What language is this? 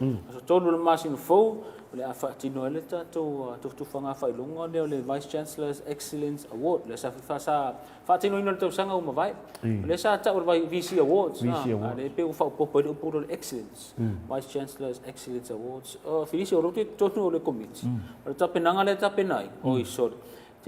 Samoan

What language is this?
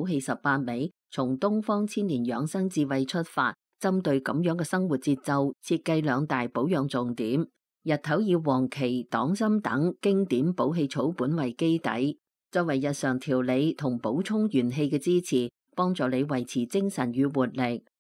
Cantonese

